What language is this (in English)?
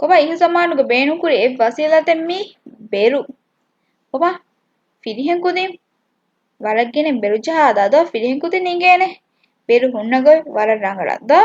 Divehi